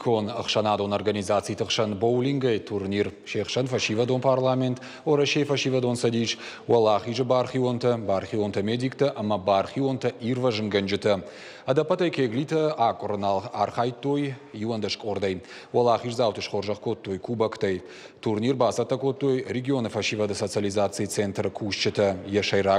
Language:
Ossetic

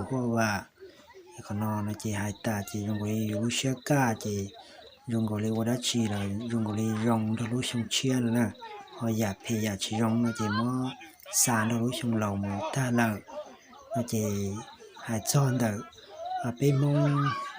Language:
Hmong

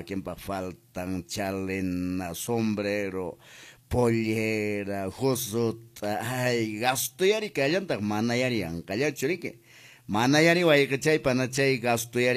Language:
Quechua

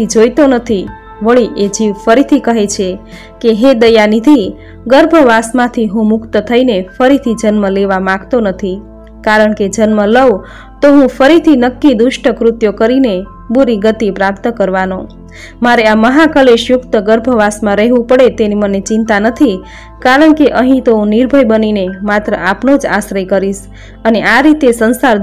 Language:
Gujarati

